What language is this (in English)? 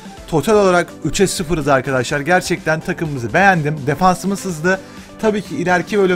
Turkish